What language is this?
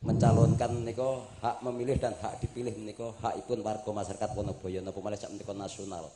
Javanese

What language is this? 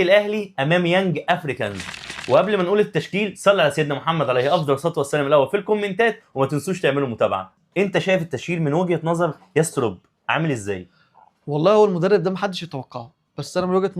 Egyptian Arabic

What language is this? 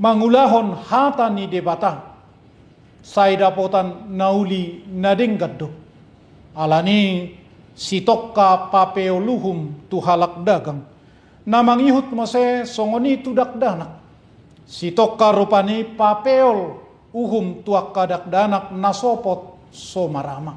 Batak Toba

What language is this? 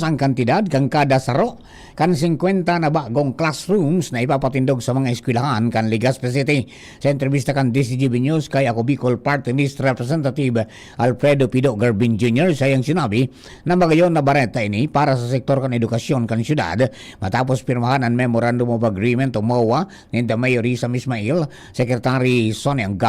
Bikol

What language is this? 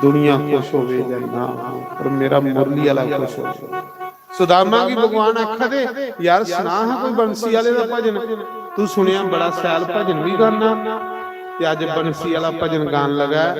Dogri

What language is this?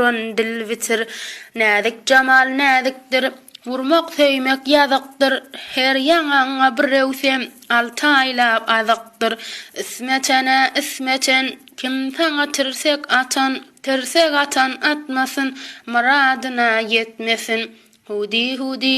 Turkmen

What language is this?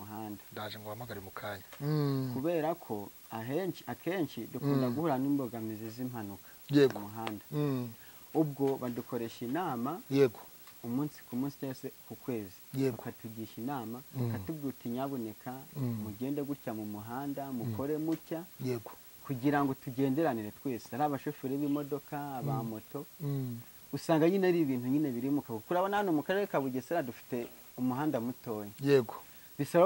Kinyarwanda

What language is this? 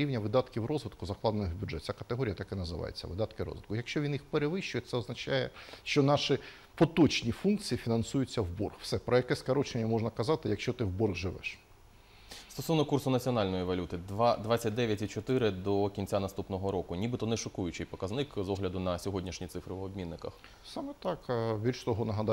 Ukrainian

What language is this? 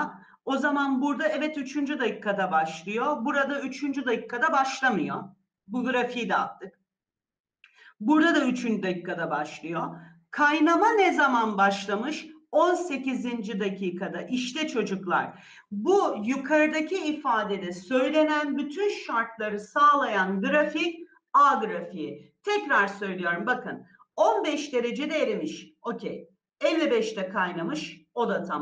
Turkish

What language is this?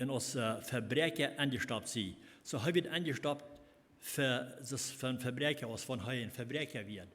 Plautdietsch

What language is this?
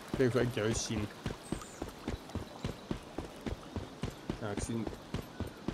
Afrikaans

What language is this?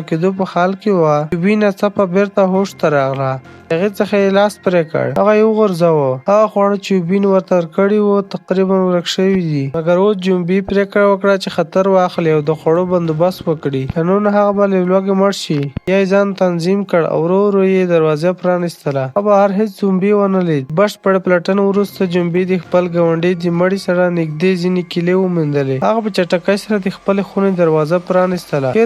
Pashto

